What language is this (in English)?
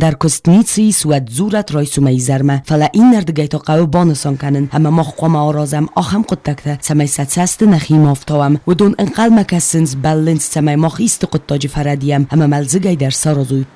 Ossetic